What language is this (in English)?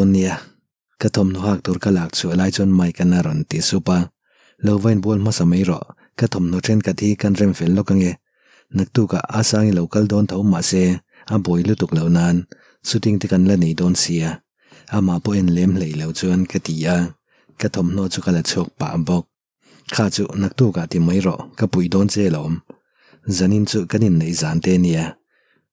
Mizo